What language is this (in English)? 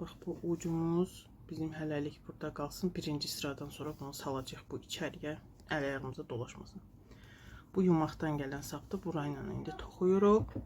Azerbaijani